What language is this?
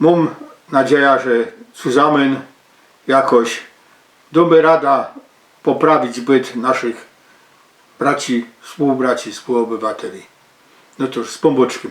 Silesian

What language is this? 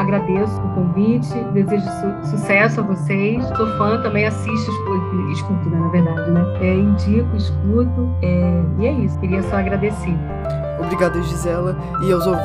Portuguese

